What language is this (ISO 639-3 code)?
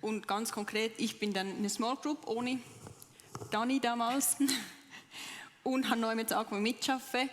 gsw